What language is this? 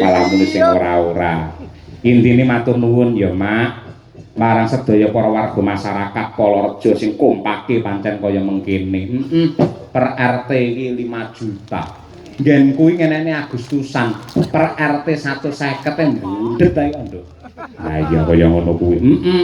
Javanese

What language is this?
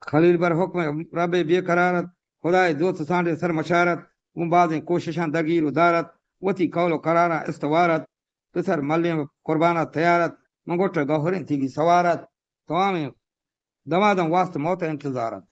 Eastern Balochi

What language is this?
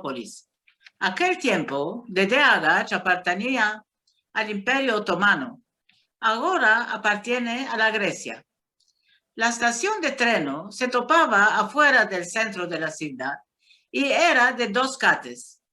Ladino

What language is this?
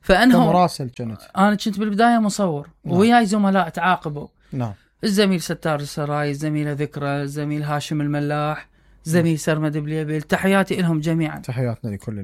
Mesopotamian Arabic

